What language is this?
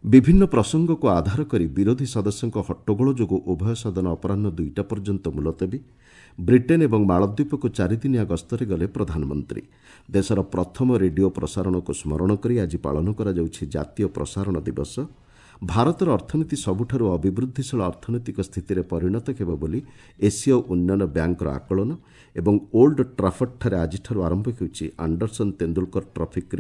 Odia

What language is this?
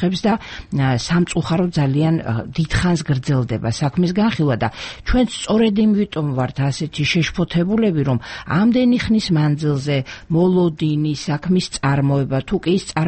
Georgian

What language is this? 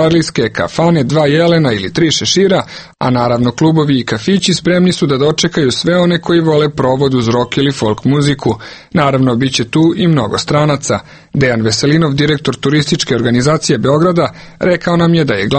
Serbian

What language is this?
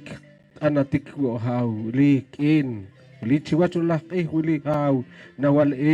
Poqomchi'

